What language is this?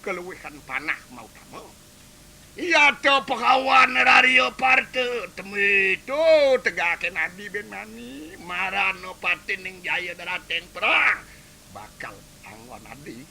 Balinese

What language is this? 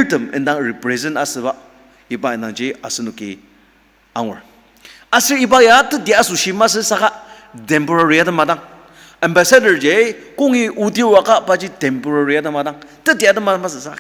Ao Naga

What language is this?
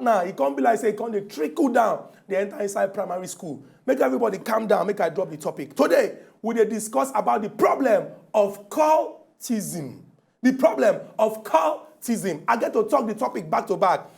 Nigerian Pidgin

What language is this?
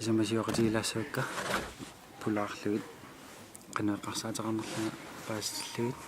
Kalaallisut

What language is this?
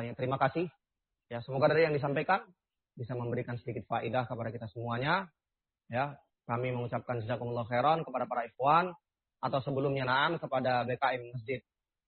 Indonesian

